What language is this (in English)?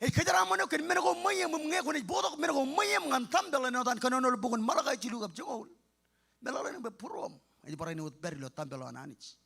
Marshallese